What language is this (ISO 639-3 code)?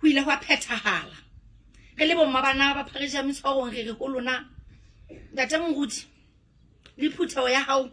sot